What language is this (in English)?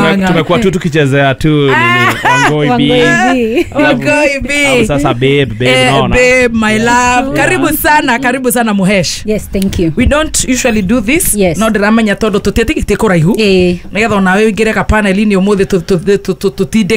Kikuyu